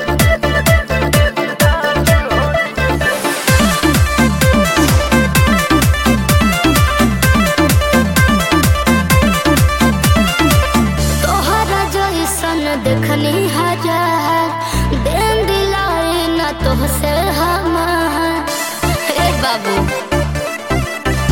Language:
Bhojpuri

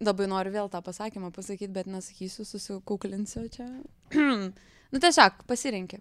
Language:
Lithuanian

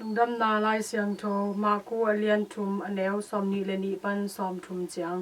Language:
Tedim Chin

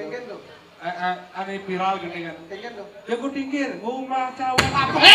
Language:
Balinese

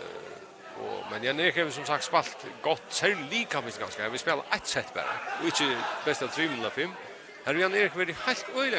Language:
Faroese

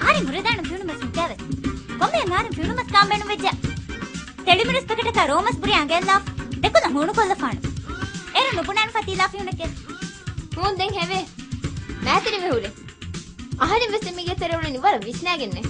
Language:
Divehi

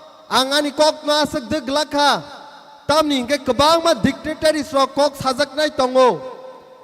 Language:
Kok Borok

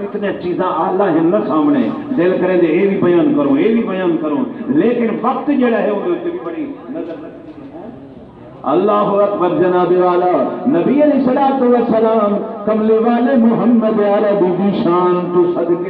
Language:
Saraiki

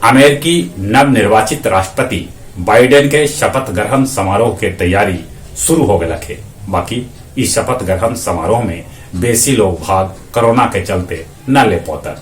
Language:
Magahi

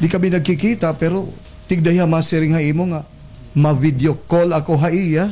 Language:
Waray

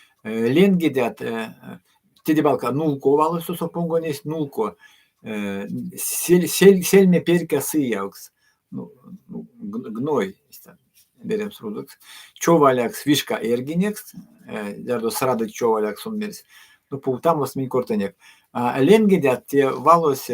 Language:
Erzya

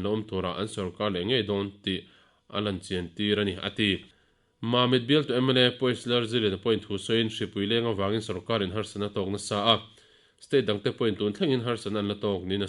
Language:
Mizo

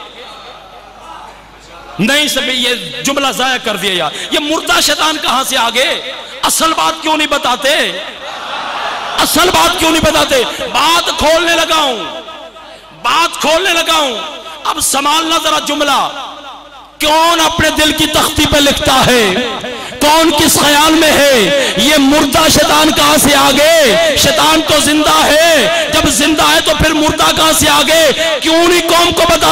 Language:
Urdu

